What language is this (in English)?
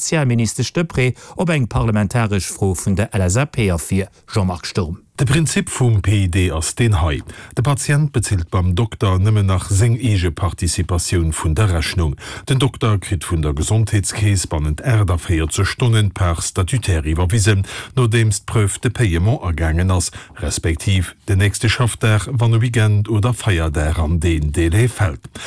Luxembourgish